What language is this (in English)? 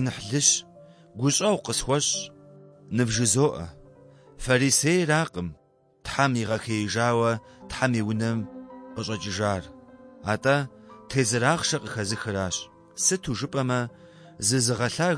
Kabardian